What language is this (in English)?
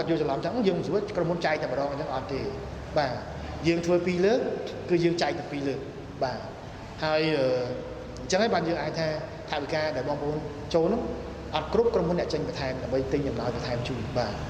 Khmer